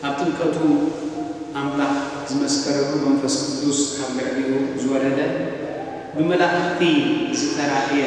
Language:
Tigrinya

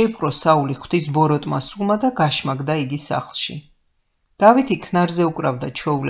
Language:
Georgian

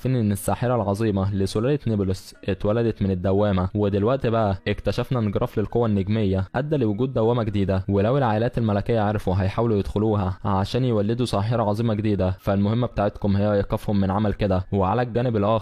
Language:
Egyptian Arabic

